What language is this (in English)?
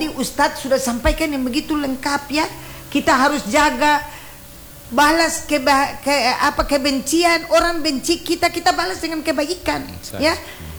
Indonesian